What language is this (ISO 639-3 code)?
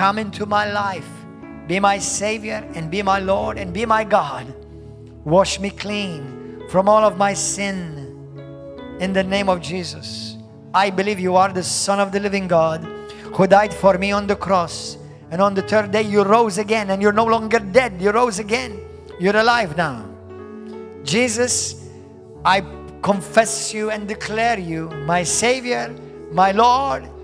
eng